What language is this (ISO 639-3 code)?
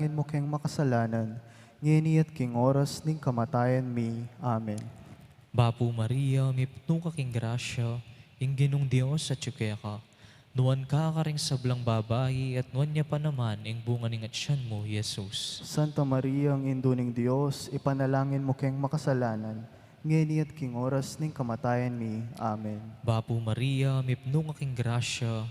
pam